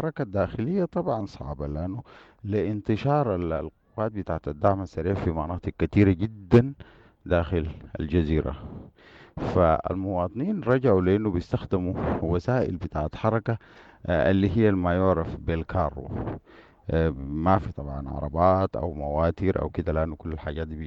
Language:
Sudanese Arabic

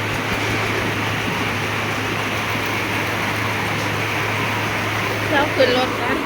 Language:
Northeastern Thai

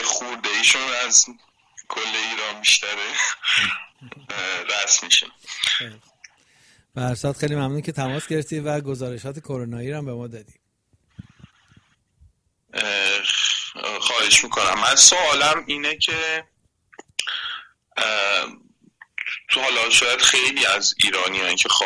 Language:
Persian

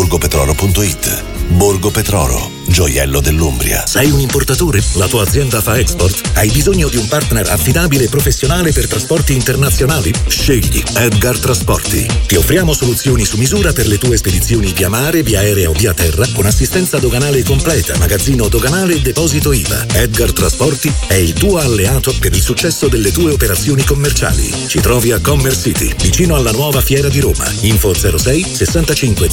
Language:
Italian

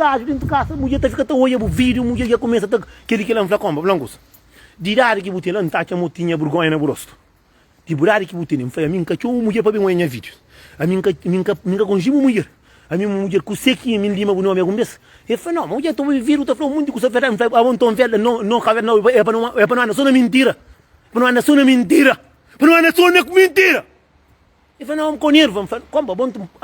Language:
Kabuverdianu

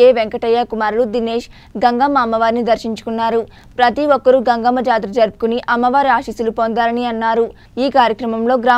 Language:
Telugu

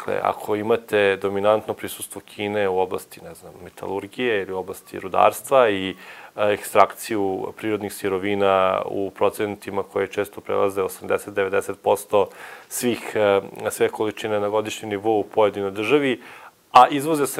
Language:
Serbian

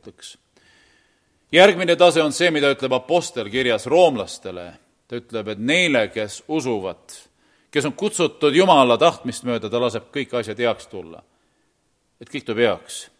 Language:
Estonian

